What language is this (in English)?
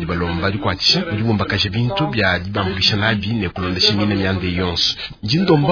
Luba-Lulua